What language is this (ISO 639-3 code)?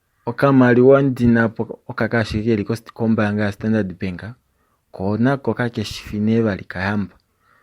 kua